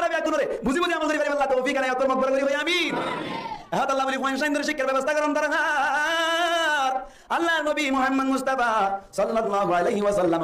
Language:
Rohingya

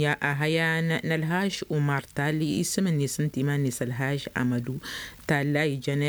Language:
Tamasheq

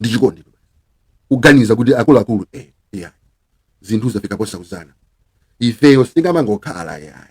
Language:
Nyanja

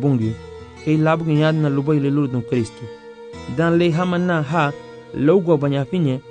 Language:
Garifuna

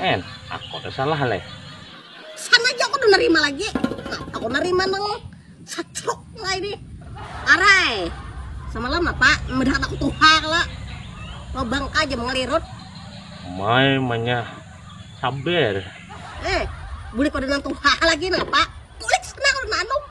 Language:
Banjar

